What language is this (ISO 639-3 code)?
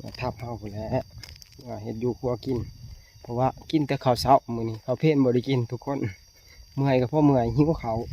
tts